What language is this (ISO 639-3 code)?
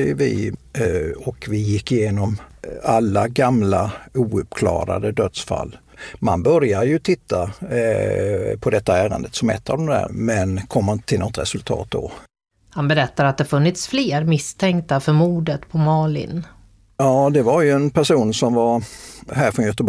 swe